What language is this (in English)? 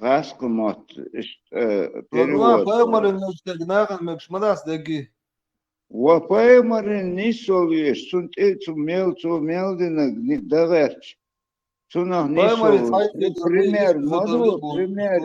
Chechen